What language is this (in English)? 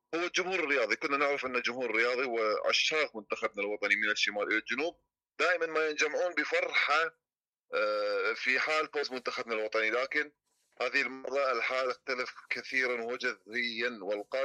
Mesopotamian Arabic